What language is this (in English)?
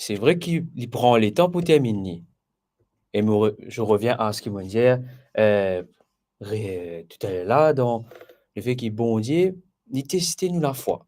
Morisyen